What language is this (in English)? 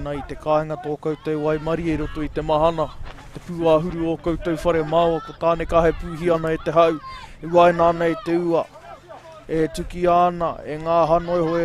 Māori